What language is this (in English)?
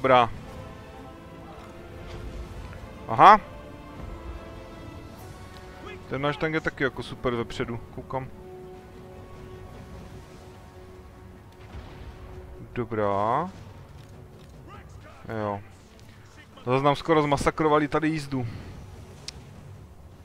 Czech